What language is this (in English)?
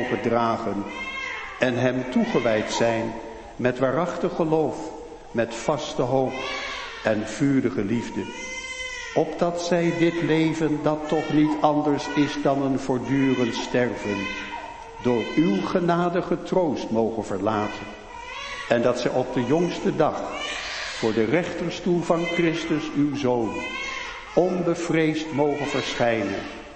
Dutch